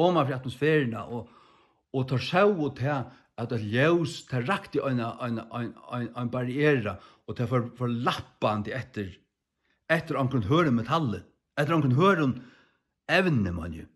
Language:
Faroese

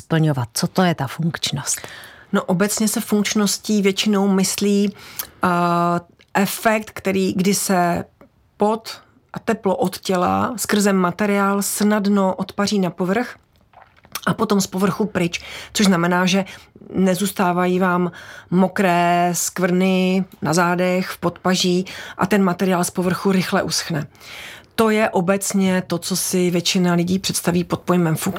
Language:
Czech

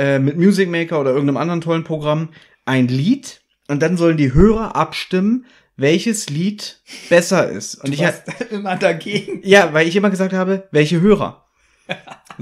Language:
German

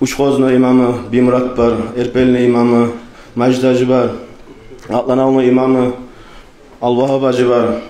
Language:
Kumyk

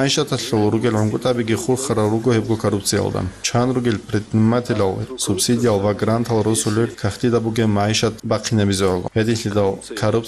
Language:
Avaric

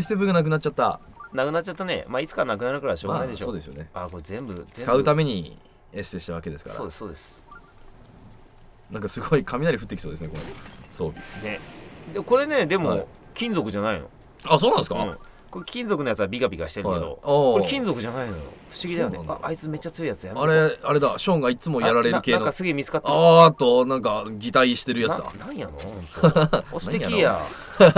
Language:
Japanese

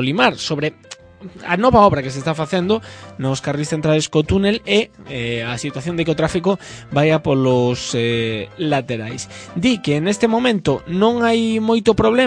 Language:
Galician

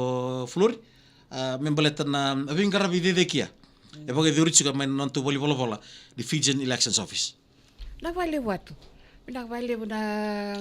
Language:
Fijian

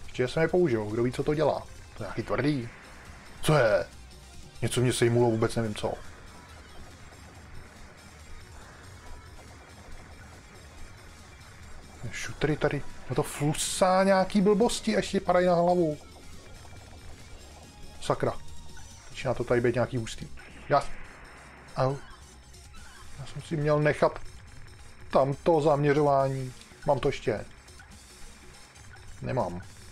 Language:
Czech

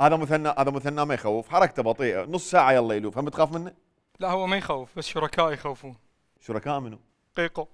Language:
Mesopotamian Arabic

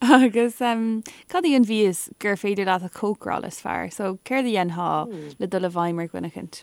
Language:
Irish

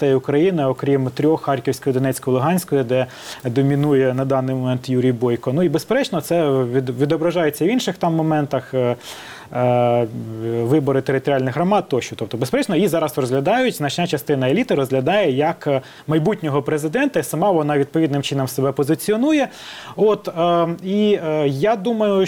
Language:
Ukrainian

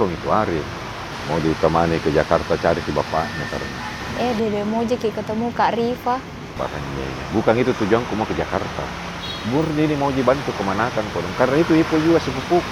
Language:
Makassar Malay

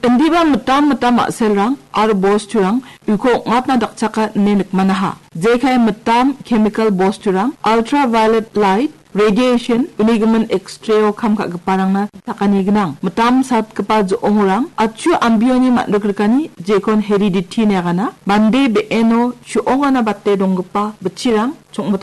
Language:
Garo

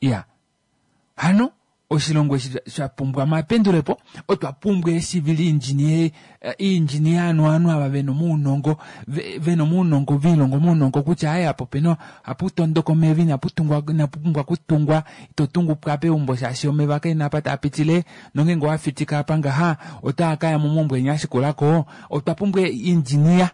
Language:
Kuanyama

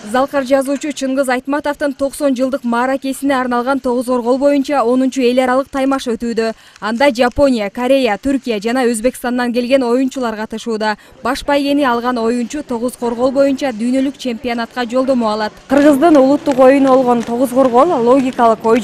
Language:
Kyrgyz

